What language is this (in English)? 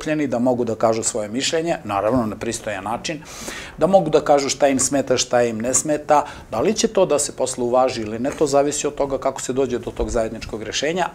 Serbian